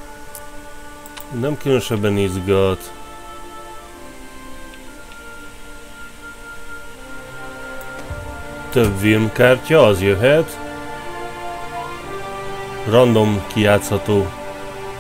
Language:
Hungarian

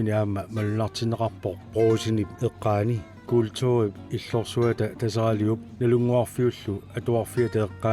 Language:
Kalaallisut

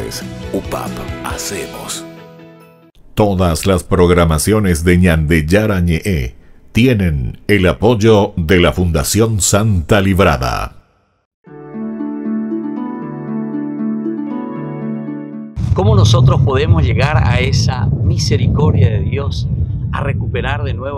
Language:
Spanish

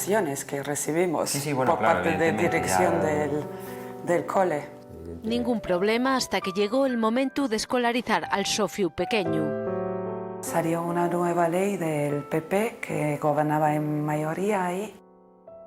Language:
Asturian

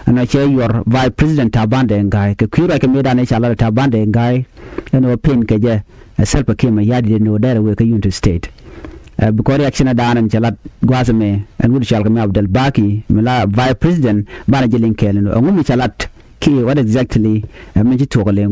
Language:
Nuer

